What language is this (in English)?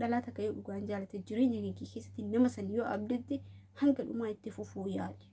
Oromo